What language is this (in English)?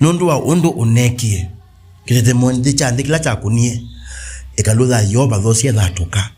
Kamba